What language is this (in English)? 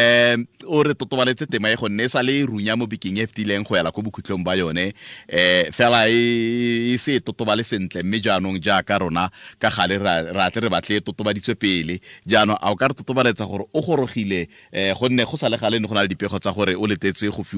Tswana